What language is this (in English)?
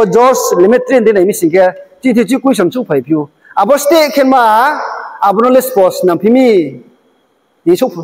Riang (India)